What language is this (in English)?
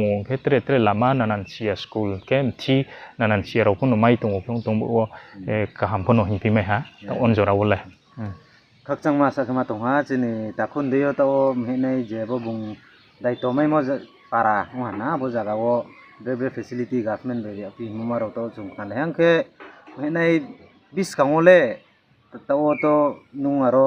Riang (India)